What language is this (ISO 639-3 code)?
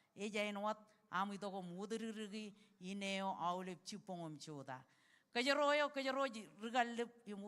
mah